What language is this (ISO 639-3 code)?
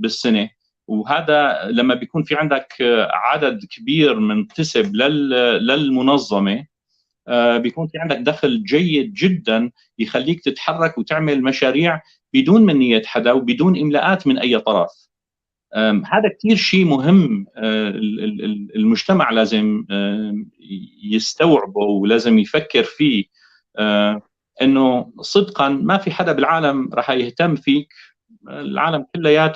apc